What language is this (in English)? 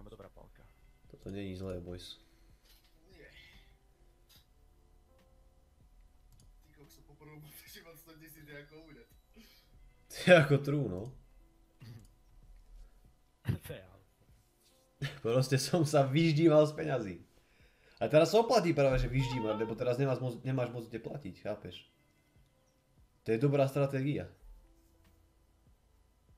Slovak